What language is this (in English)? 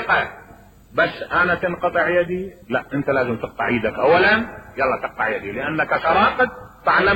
Mesopotamian Arabic